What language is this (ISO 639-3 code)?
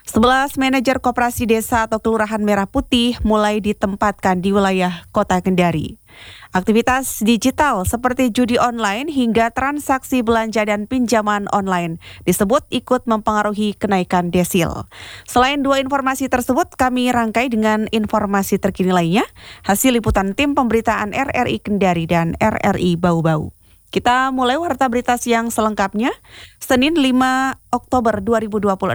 ind